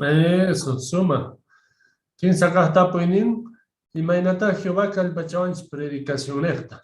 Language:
Quechua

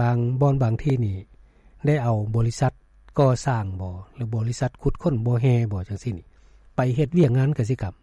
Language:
Lao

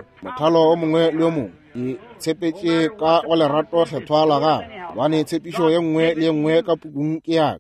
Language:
Northern Sotho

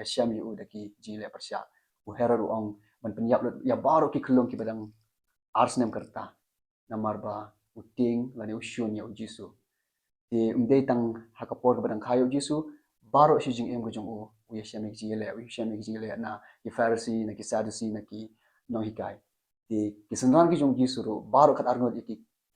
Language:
Khasi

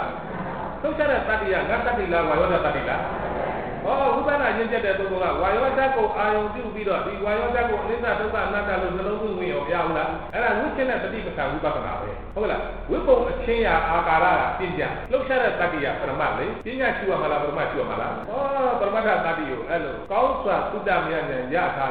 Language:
Burmese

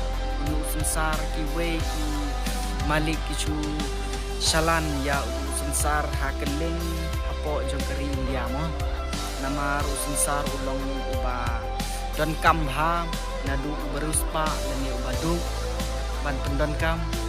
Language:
Khasi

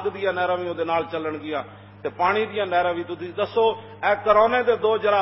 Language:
Western Panjabi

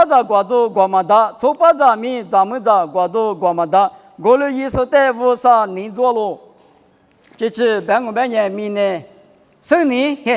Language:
Lisu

